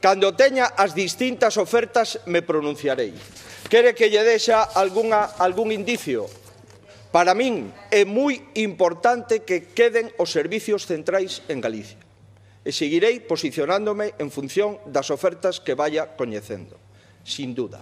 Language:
Galician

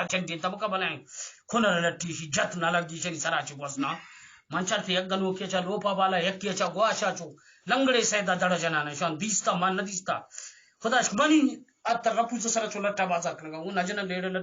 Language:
Eastern Balochi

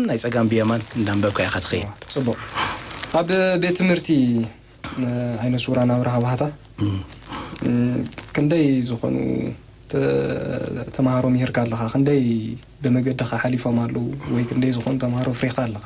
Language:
Tigrinya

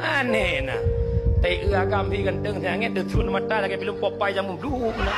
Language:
Achinese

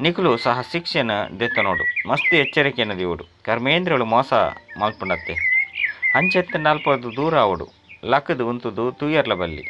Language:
Tulu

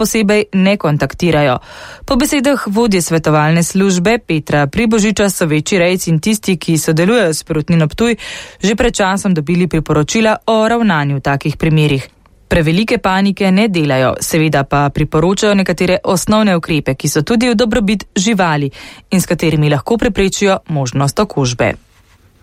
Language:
Slovenian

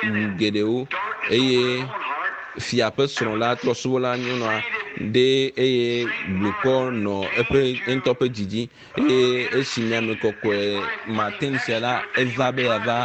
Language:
Ewe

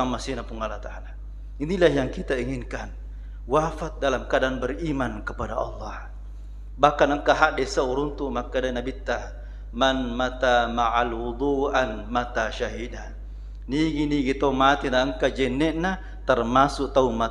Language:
Buginese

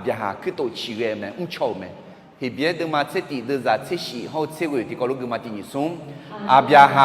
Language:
Akha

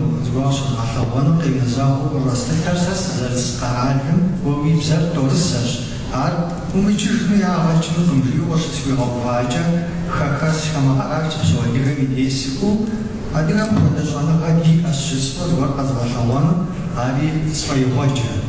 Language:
Kabardian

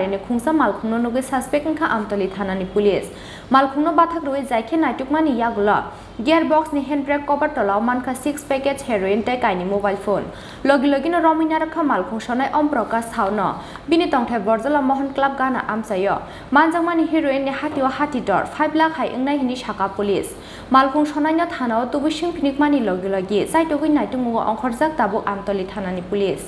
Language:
Kok Borok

